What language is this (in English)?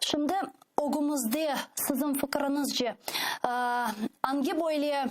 Crimean Tatar